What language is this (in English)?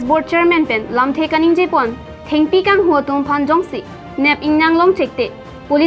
Karbi